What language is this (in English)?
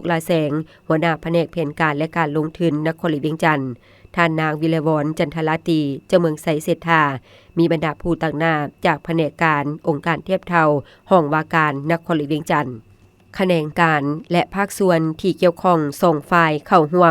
Lao